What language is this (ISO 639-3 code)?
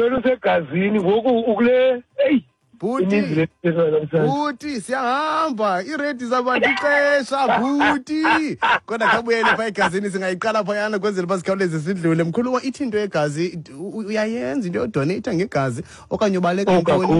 xho